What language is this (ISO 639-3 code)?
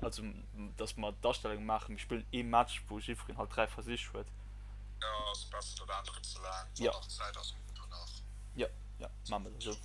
ltz